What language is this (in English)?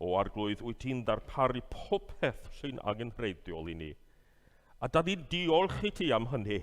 Welsh